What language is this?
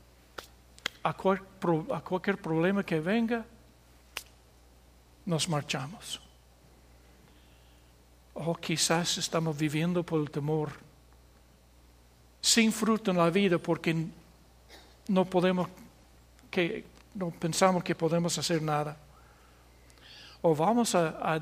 Spanish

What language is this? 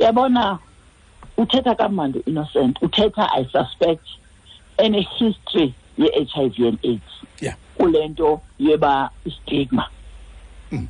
Xhosa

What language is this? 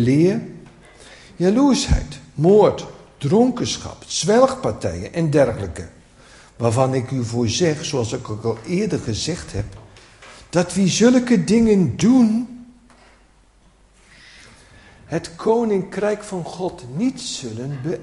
Dutch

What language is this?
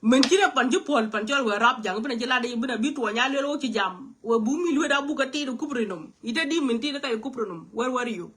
Nuer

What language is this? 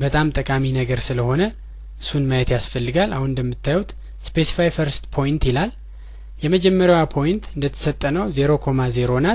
Amharic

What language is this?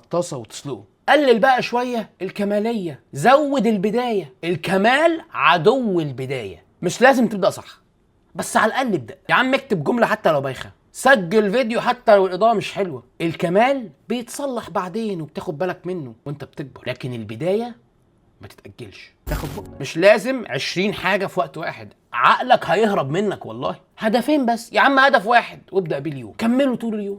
Egyptian Arabic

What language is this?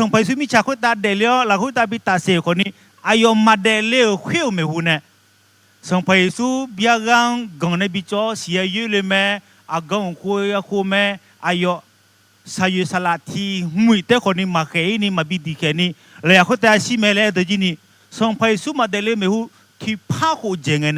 Akha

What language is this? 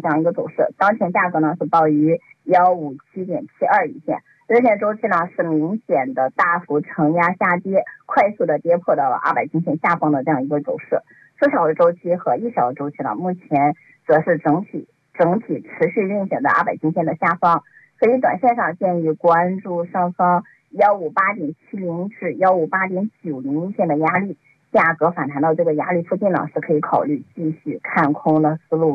Chinese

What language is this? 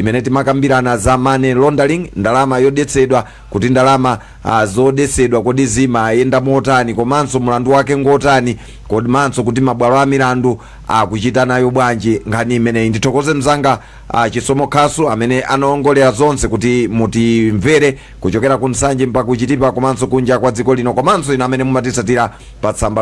Nyanja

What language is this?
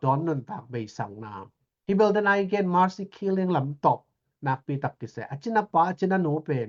Tedim Chin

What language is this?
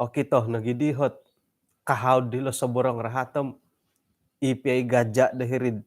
Central Dusun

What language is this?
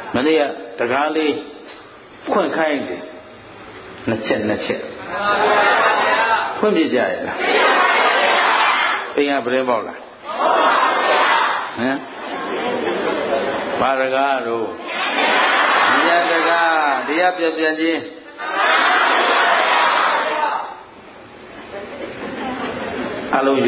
Burmese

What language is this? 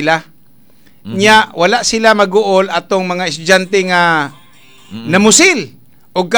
Cebuano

